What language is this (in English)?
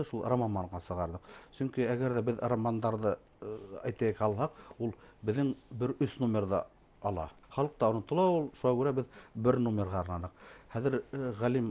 Bashkir